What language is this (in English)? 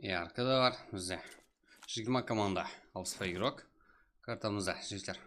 Kara-Kalpak